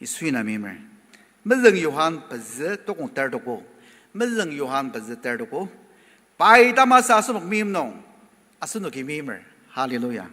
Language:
Ao Naga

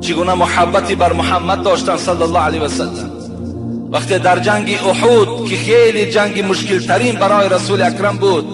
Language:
Tajik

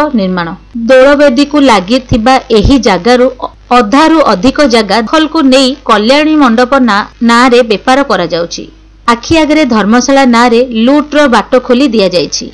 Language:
Odia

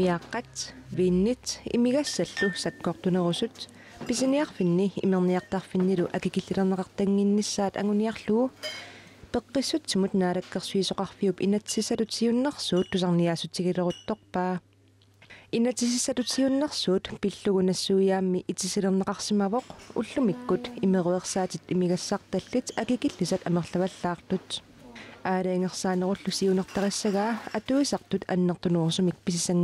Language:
Kalaallisut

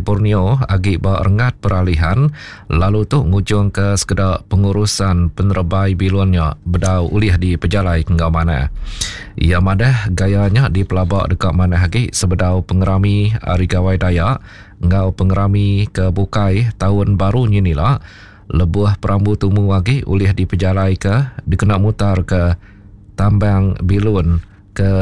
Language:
Iban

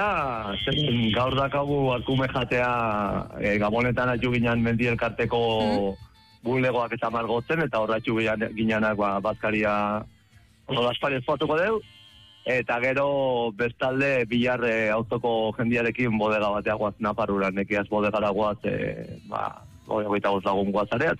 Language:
Basque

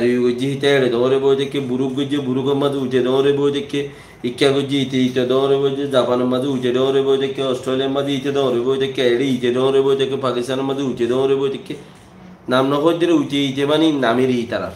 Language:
Rohingya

